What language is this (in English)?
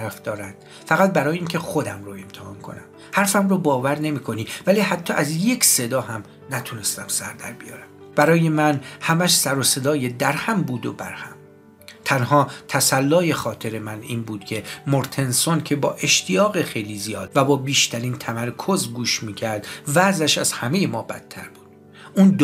Persian